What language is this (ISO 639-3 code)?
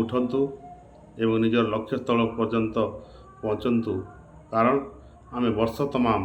ori